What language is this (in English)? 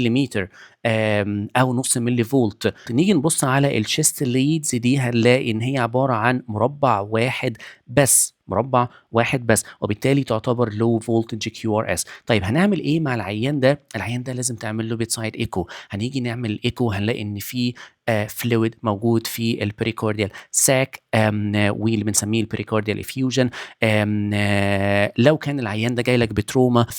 Egyptian Arabic